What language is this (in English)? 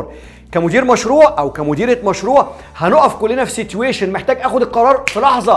Egyptian Arabic